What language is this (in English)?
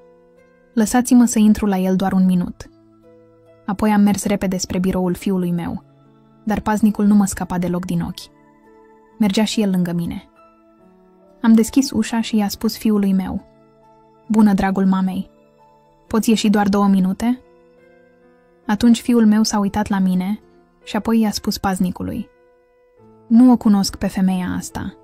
Romanian